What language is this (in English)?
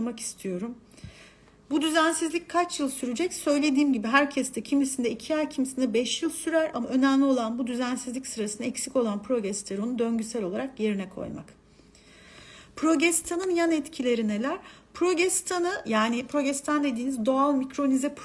Turkish